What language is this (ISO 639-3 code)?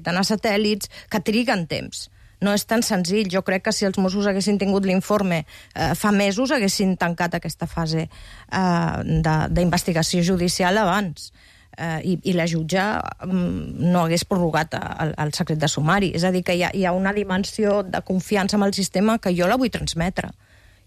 cat